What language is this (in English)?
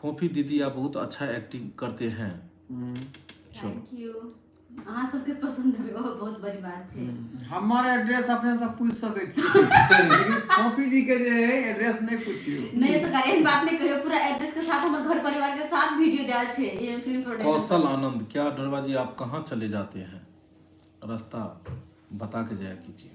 Maithili